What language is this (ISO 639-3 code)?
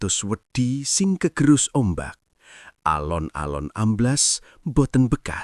jav